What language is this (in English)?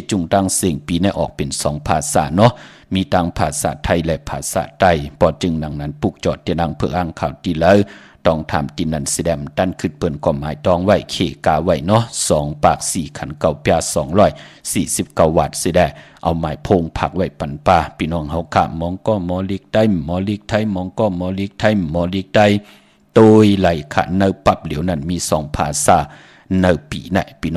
Shan